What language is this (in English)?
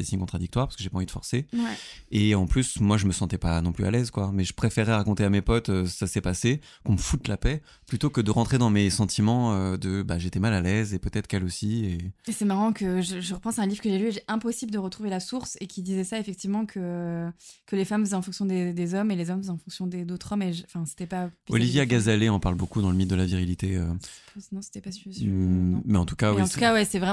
French